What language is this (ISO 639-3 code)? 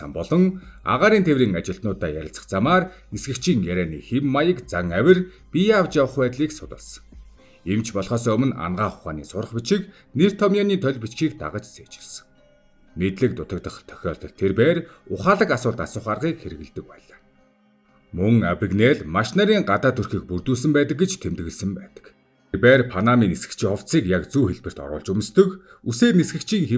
mon